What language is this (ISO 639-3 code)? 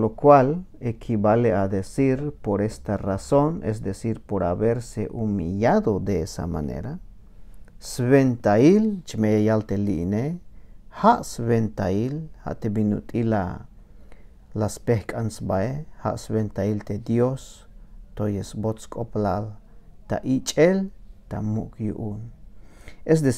tzh